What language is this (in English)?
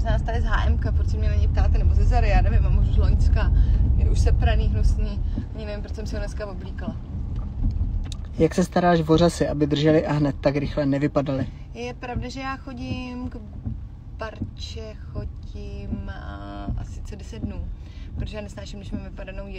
Czech